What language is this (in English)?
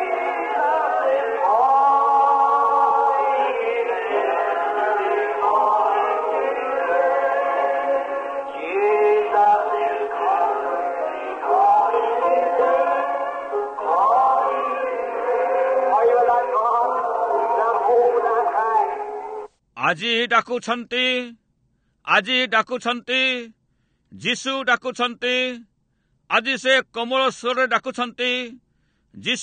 Odia